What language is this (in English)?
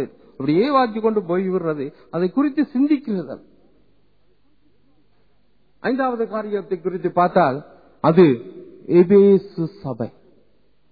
Tamil